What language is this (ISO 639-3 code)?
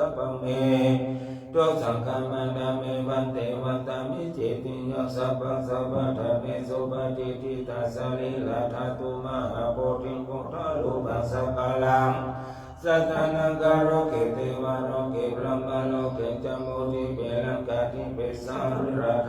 pli